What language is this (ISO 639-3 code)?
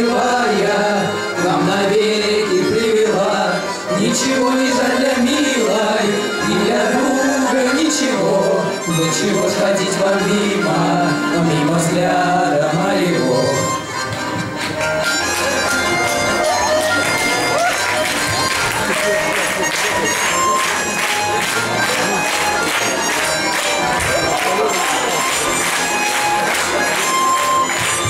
rus